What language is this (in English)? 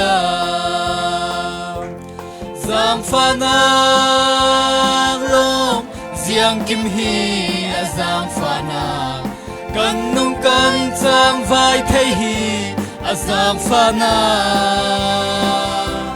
Falam Chin